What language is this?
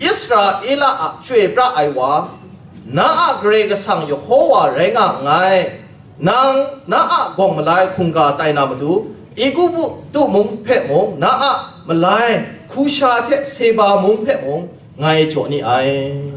Kachin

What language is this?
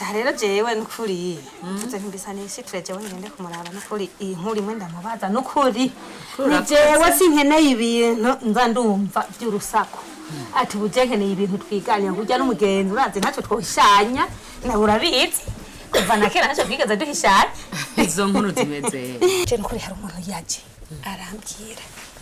Rundi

